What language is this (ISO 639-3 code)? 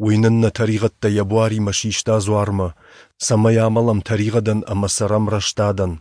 oss